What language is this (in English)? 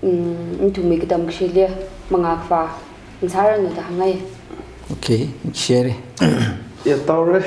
Tangkhul Naga (India)